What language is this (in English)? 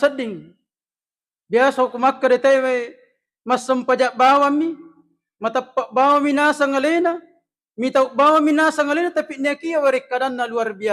Buginese